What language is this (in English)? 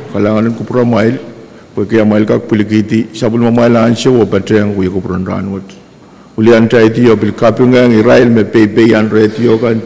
Pohnpeian